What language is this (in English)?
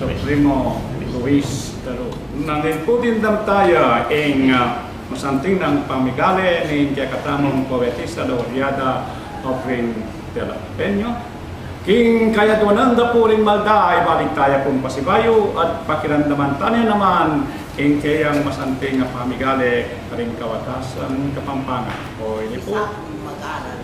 Pampanga